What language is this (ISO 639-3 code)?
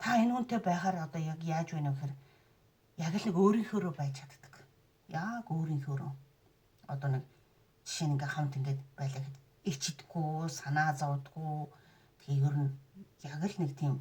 mon